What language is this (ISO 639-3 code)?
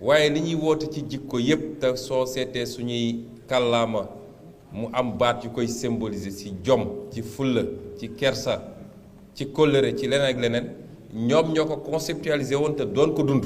wol